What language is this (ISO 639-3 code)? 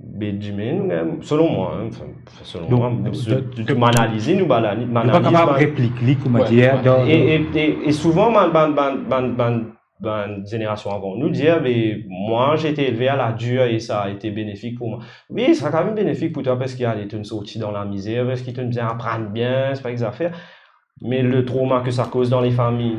mfe